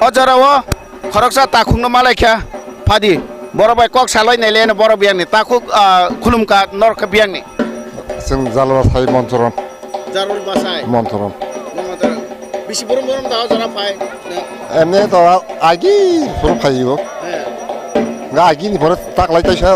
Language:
Kok Borok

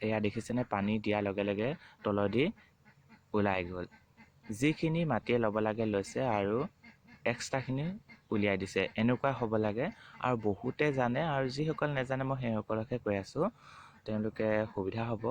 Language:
Assamese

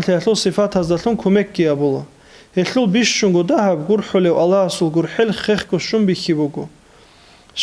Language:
Avaric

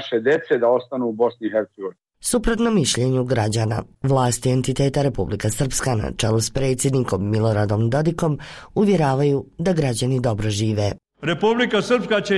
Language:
Bosnian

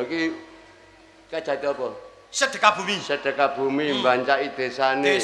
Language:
Javanese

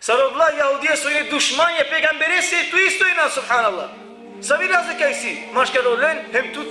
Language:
Balkan Romani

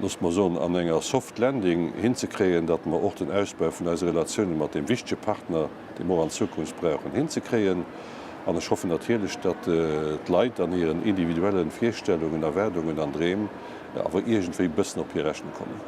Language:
Luxembourgish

